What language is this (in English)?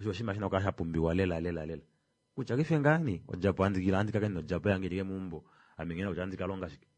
Kuanyama